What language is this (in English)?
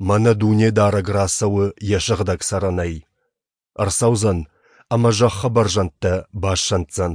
Ossetic